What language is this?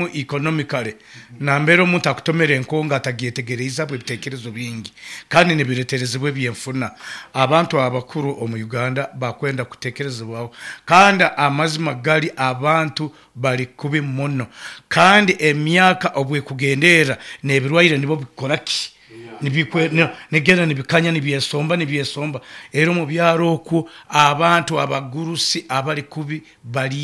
Nyoro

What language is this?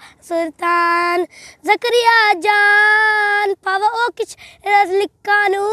Brahui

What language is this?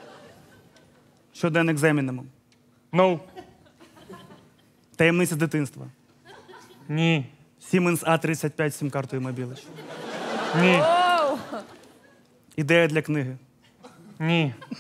Ukrainian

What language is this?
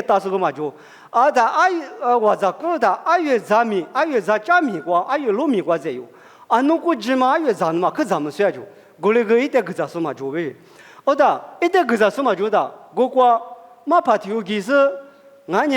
Lisu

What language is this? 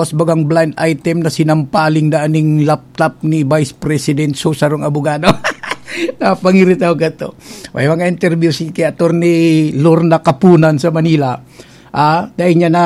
Bikol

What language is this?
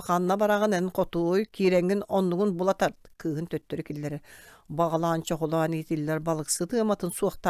Yakut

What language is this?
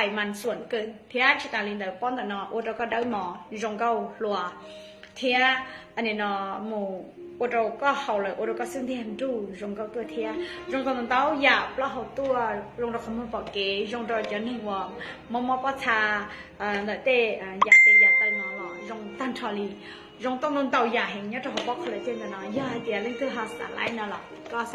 Hmong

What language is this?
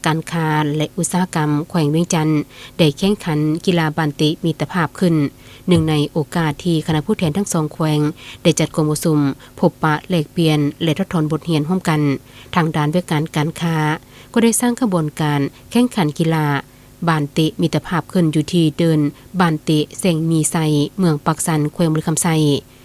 Lao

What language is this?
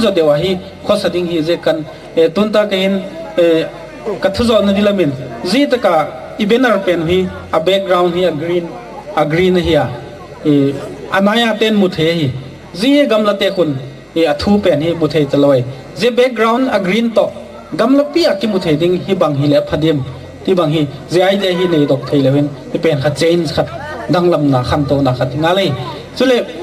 Gangte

